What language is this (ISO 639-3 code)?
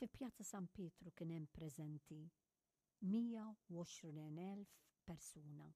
mlt